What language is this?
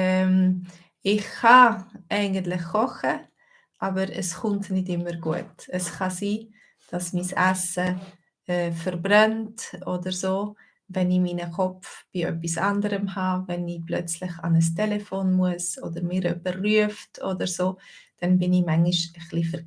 Swiss German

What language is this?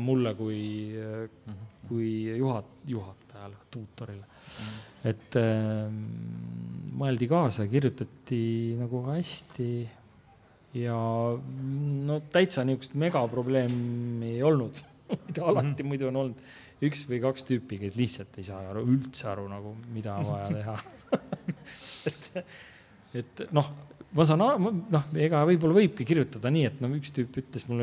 Estonian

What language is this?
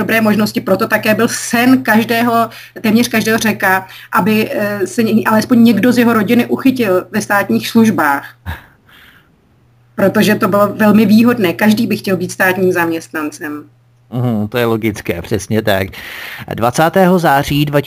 Czech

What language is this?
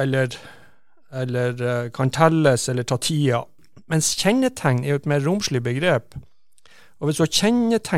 Norwegian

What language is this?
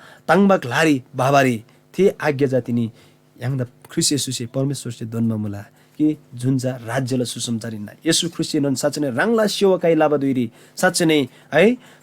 Eastern Tamang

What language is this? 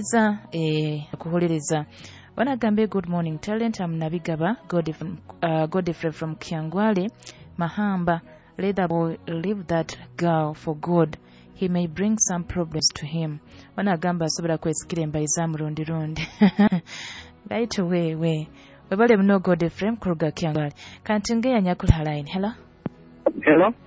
Nyoro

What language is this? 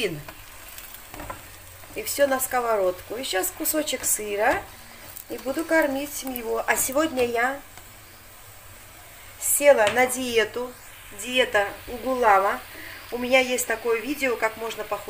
Russian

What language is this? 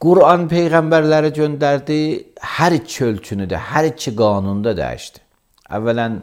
Azerbaijani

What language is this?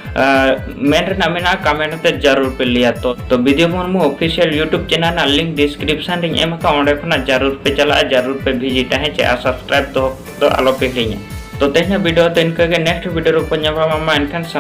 Santali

